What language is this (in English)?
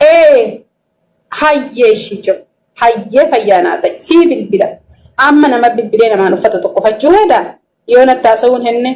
Oromo